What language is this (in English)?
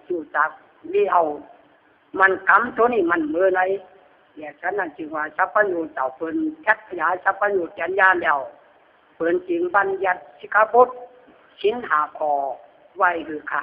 Lü